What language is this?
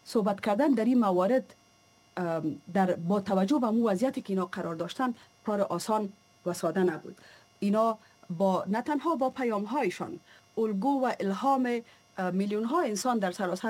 Persian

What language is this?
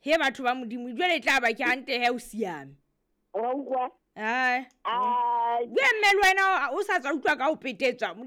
Southern Sotho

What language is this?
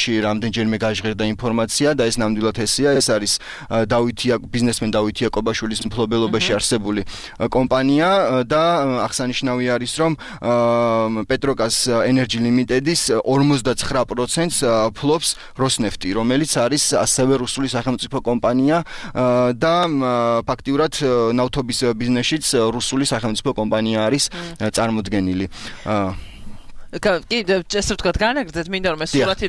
Georgian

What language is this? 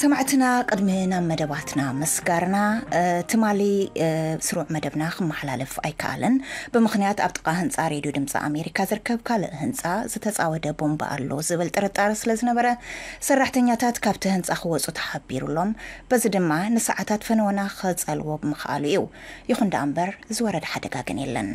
Tigrinya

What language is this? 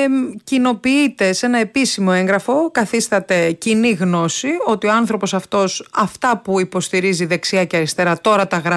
Greek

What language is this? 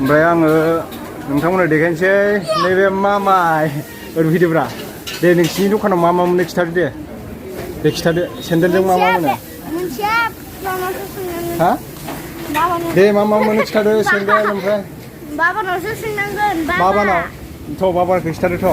Bodo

